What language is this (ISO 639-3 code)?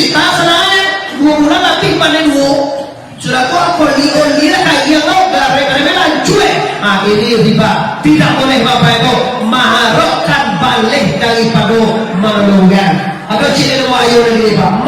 min